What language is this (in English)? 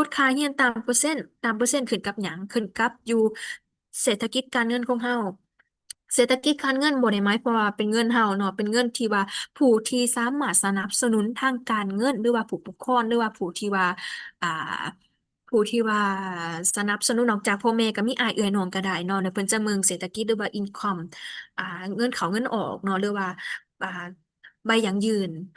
Lao